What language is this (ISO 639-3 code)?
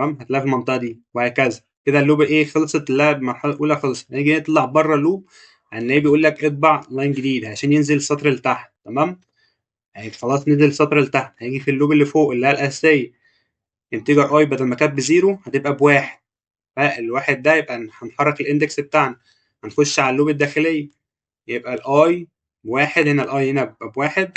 arz